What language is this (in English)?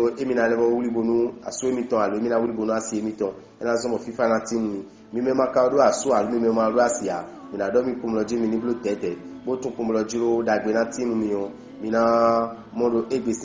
Fon